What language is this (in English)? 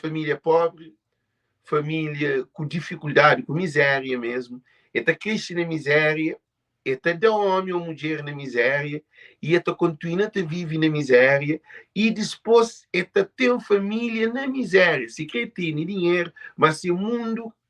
Kabuverdianu